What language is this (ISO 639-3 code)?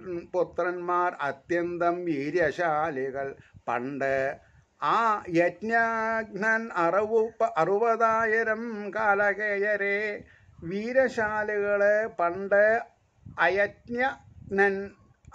mal